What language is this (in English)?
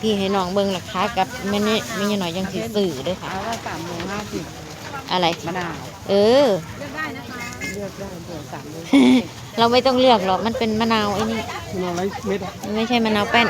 Northeastern Thai